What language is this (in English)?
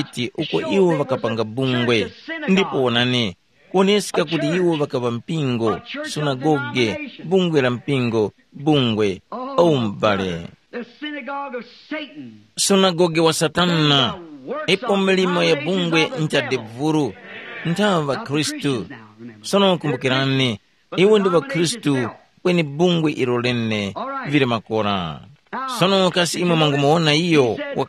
Tumbuka